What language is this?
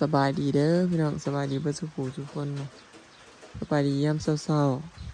Lao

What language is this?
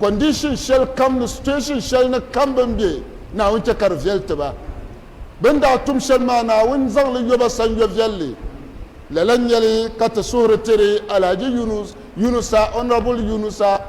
Dagbani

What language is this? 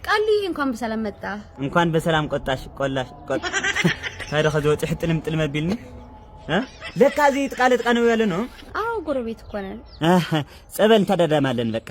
Amharic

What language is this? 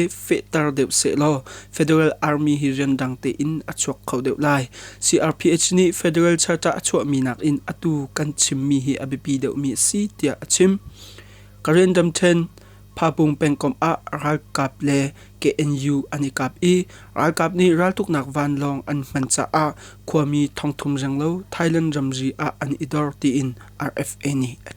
Hakha Chin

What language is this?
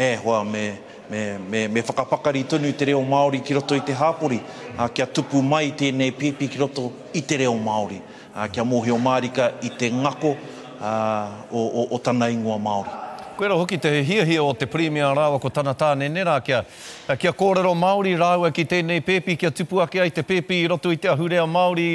Māori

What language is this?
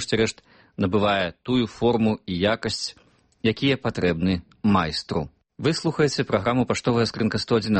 Belarusian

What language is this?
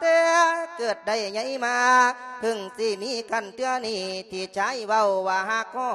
Lao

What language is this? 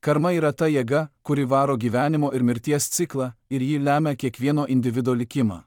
Lithuanian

